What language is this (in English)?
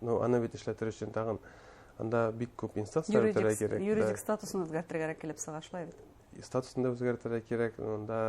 Bashkir